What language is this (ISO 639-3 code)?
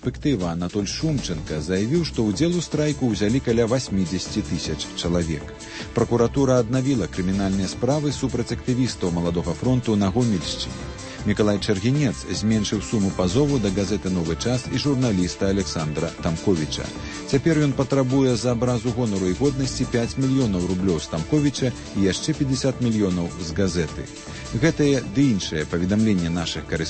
bel